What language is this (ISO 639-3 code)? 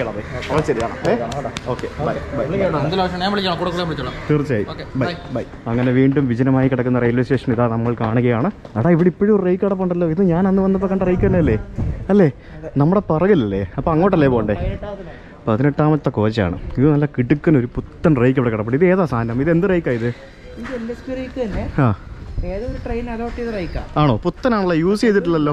mal